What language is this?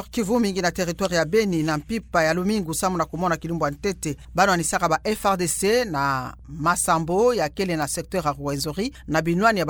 Kituba (Democratic Republic of Congo)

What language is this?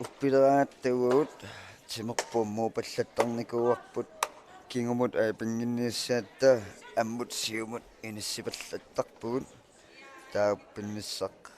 Kalaallisut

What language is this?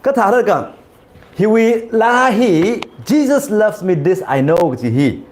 Tangkhul Naga (India)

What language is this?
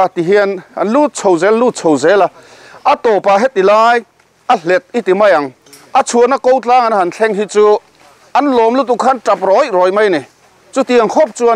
Mizo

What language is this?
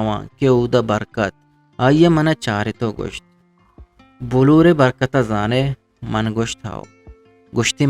Eastern Balochi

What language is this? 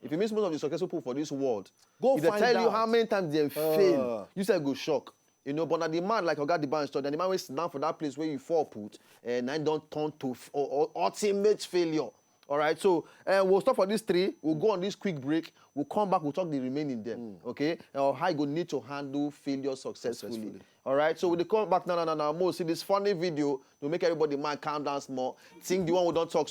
Nigerian Pidgin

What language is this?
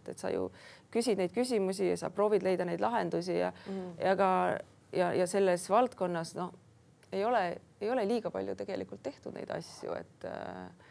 Estonian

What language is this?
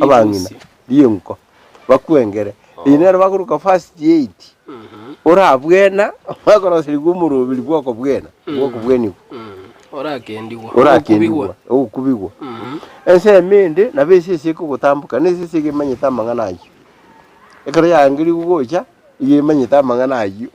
Gusii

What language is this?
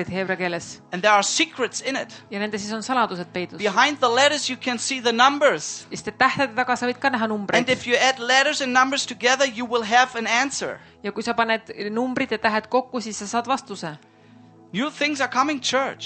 Estonian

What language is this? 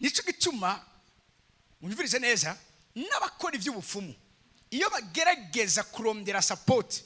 Rundi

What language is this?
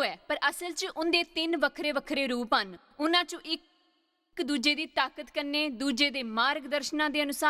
Dogri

